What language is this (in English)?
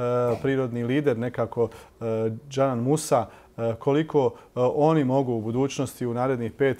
Bosnian